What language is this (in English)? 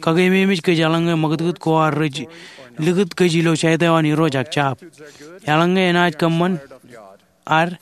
Marshallese